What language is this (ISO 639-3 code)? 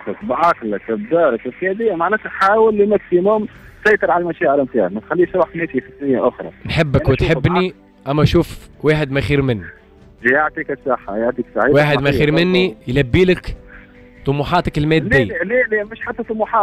aeb